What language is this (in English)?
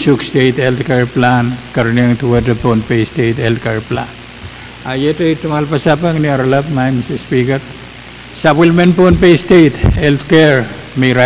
Pohnpeian